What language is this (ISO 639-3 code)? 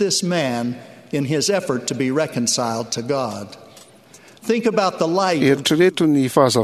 mlg